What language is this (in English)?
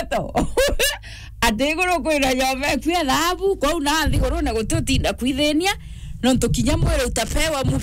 Meru